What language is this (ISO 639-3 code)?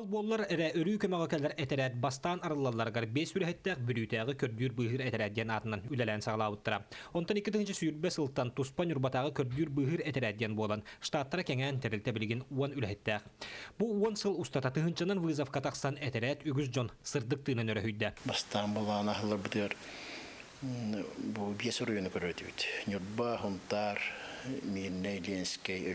sah